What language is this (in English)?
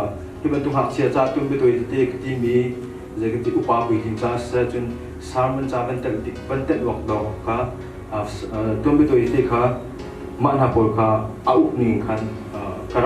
Hakha Chin